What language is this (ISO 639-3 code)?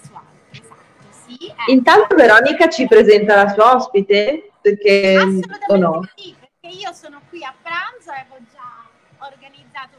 ita